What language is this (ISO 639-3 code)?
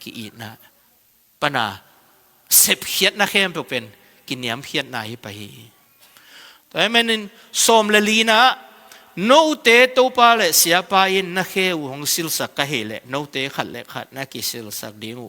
ctd